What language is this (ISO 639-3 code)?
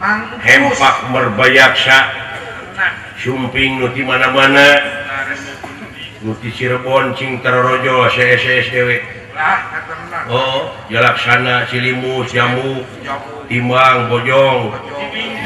sun